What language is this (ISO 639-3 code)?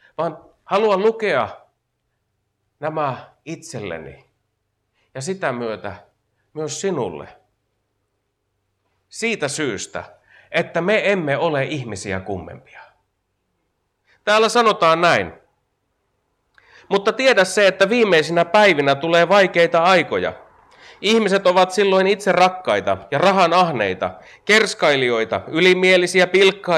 fin